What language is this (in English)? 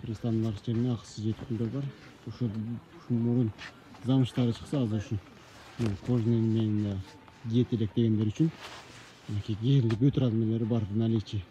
Kyrgyz